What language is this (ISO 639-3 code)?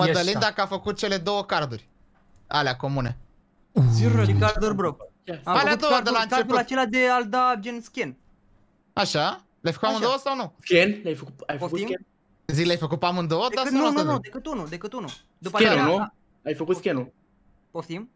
ron